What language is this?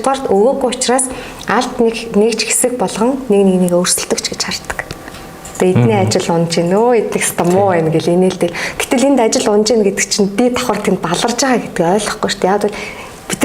Mongolian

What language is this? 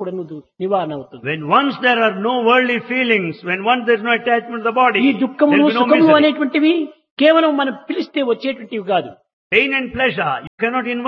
Telugu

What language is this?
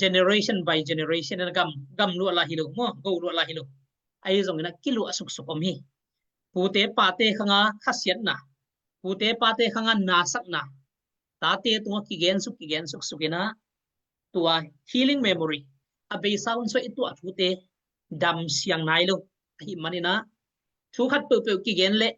Tedim Chin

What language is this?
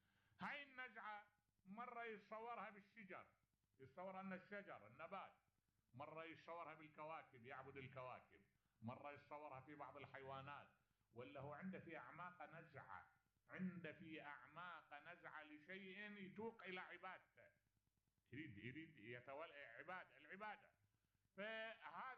Mesopotamian Arabic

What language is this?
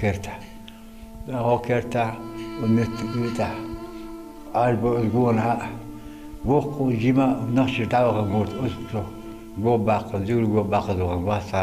Chechen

